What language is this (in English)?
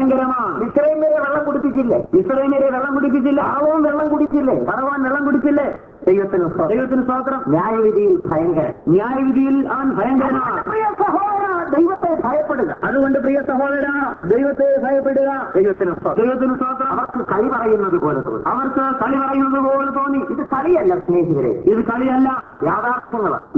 Malayalam